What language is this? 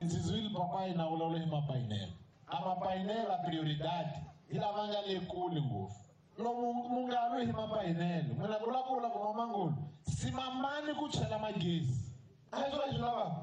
Tsonga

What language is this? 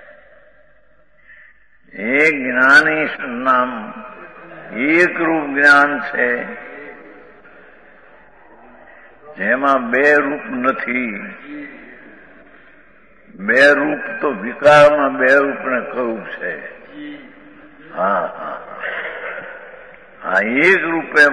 Gujarati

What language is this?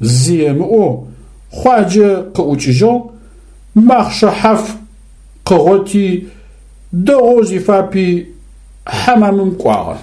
Adyghe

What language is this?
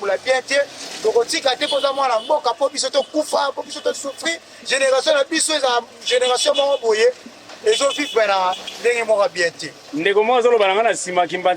Lingala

